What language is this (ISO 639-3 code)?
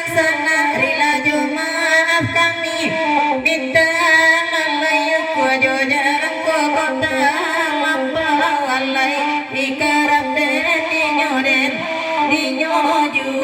min